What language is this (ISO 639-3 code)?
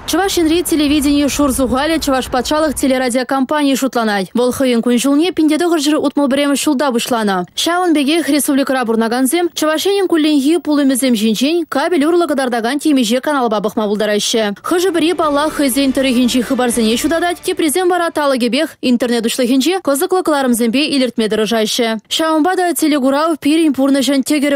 chv